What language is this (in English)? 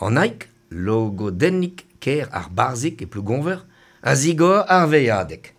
Breton